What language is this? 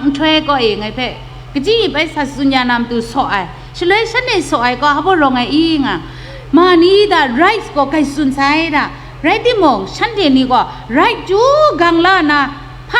Kachin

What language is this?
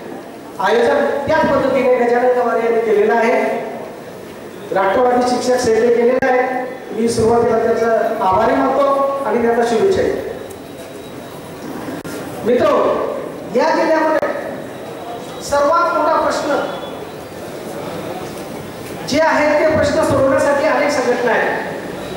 Marathi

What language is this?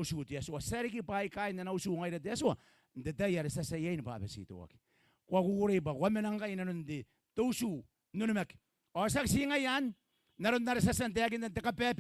Gilbertese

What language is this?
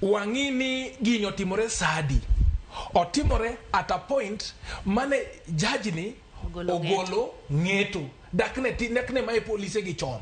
Luo (Kenya and Tanzania)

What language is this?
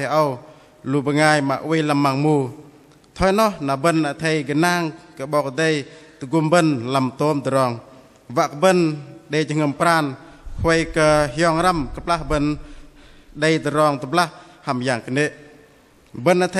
Bahnar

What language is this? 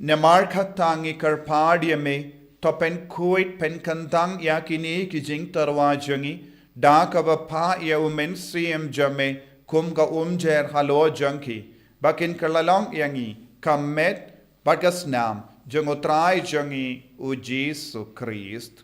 Khasi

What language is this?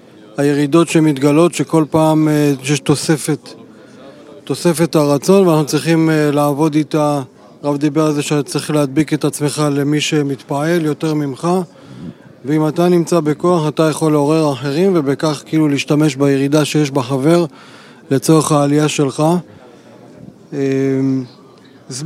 Hebrew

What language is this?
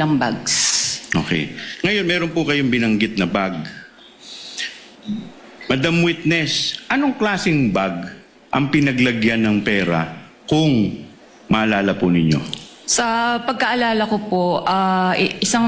Filipino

